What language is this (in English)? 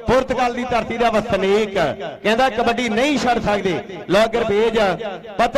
Punjabi